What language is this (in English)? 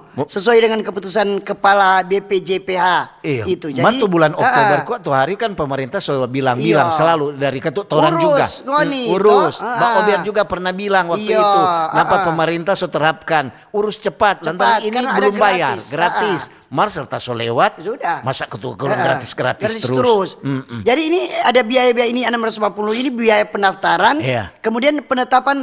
Manado Malay